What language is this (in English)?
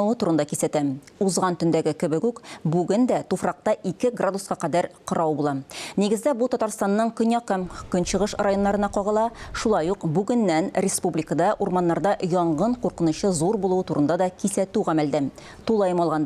Tatar